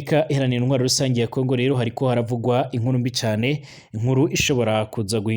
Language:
Rundi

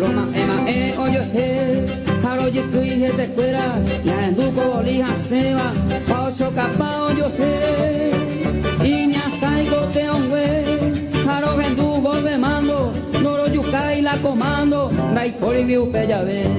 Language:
Guarani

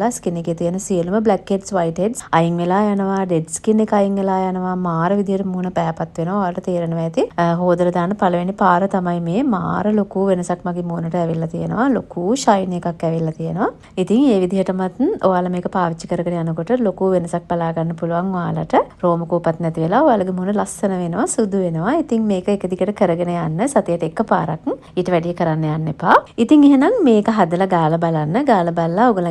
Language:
Sinhala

